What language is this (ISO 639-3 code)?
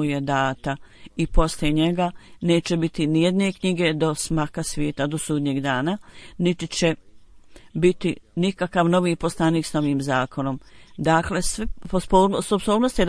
bos